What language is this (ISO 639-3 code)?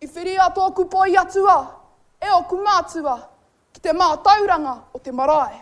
mri